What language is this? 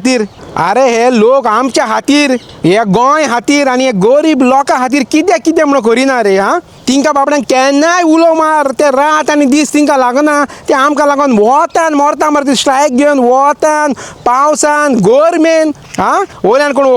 Konkani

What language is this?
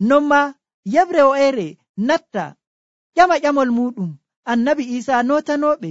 Nigerian Fulfulde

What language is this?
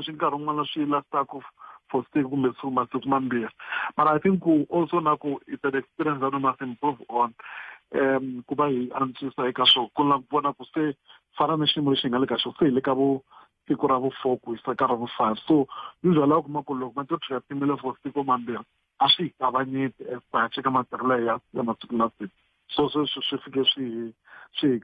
Tsonga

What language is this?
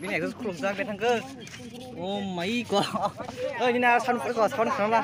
Kok Borok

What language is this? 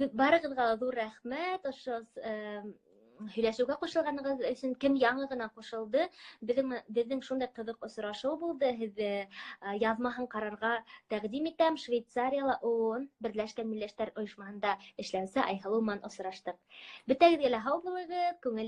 Bashkir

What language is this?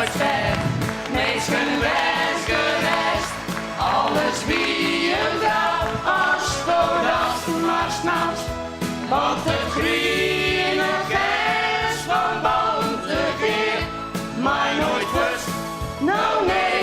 Western Frisian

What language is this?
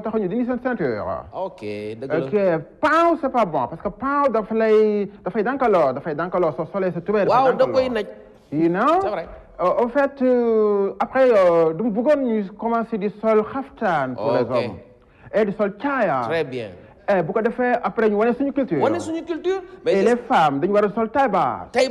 Wolof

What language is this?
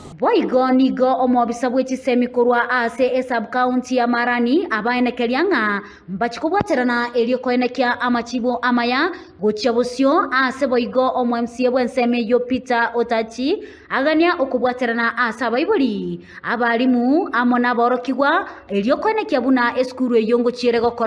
Gusii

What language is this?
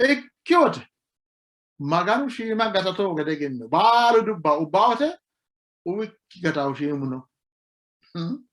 Sidamo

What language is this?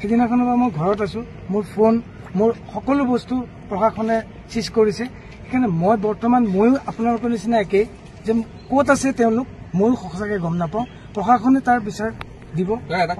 Assamese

